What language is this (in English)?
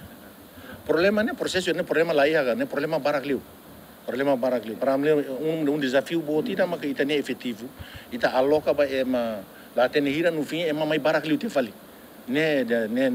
Tetum